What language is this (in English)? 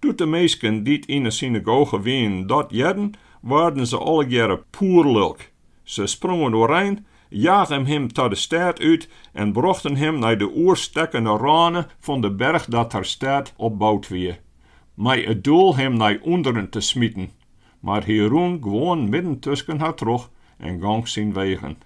Western Frisian